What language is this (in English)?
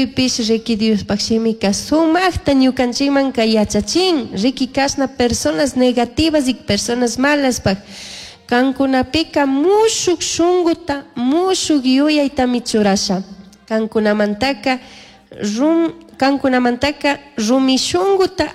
Chimborazo Highland Quichua